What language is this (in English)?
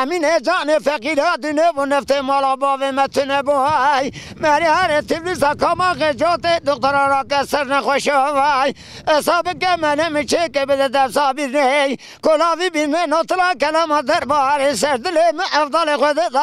Zaza